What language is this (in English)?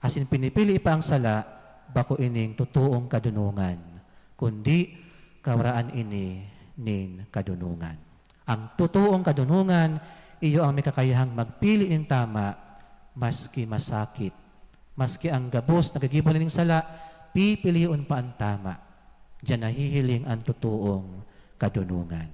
Bikol